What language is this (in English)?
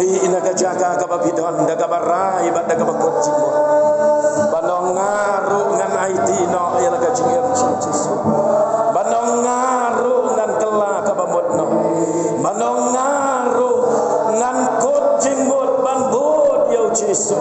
Khasi